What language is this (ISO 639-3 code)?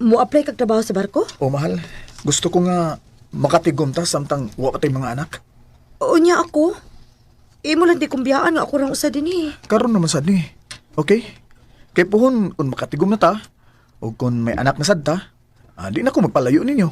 ceb